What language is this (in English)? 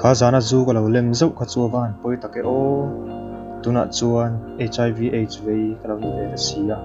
Mizo